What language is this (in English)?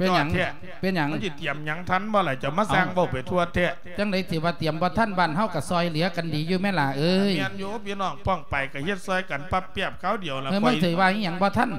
Lao